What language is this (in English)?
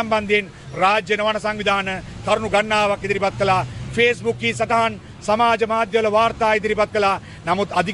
Sinhala